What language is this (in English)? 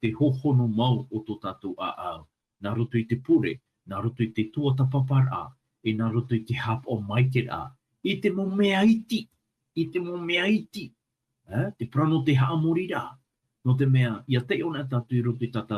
Tahitian